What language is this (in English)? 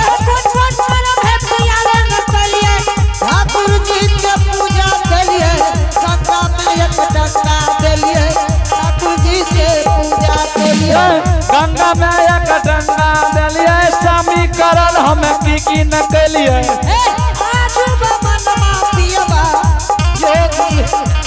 Angika